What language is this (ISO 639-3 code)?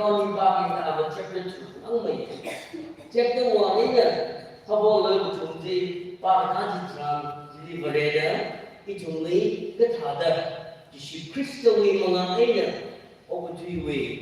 nmf